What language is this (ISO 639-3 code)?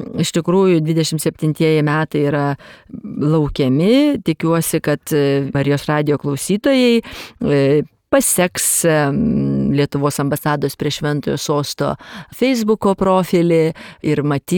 lit